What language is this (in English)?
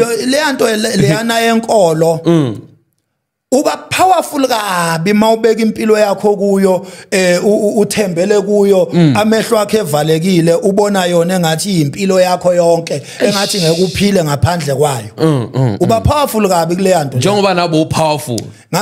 Zulu